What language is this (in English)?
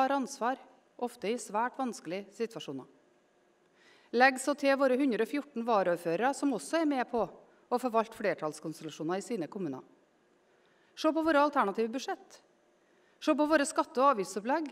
Norwegian